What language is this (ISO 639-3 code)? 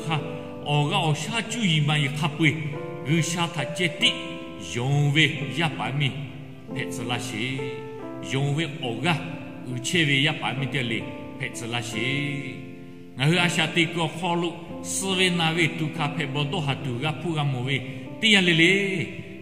lhu